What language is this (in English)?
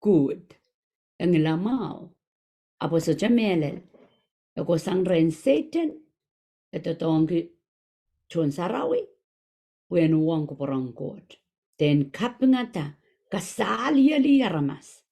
Pohnpeian